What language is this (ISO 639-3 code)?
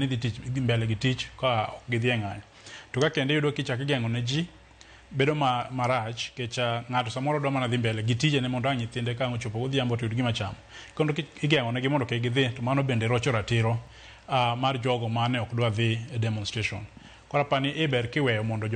luo